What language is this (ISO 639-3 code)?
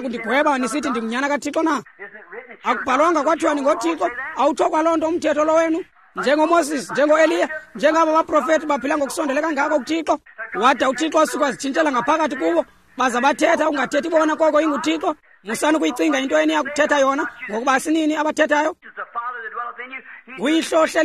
xho